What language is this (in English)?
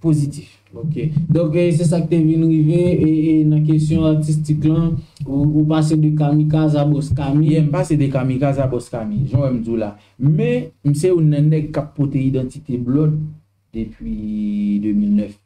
Haitian Creole